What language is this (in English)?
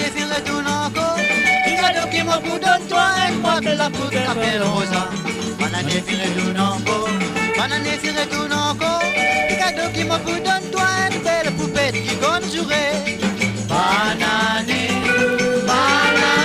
Morisyen